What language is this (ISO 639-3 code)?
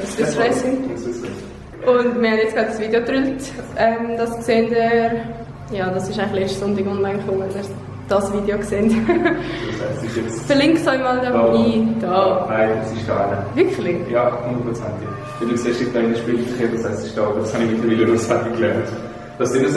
gsw